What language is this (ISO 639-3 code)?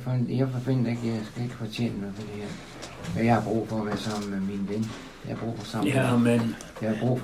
dan